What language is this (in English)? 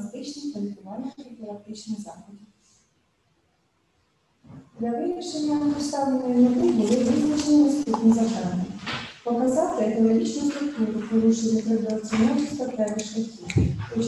Ukrainian